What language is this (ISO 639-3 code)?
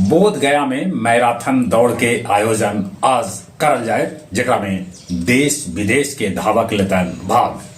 mag